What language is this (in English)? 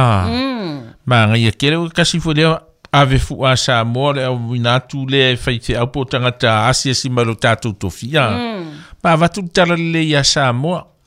Samoan